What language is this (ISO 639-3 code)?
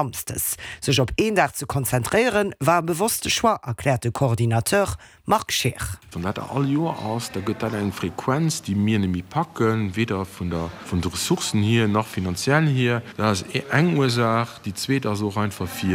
ltz